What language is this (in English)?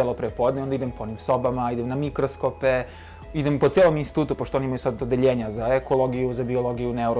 Serbian